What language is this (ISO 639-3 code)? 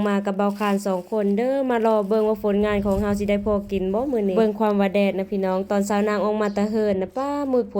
lao